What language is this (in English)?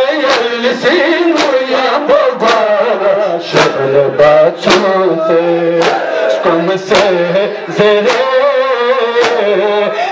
Urdu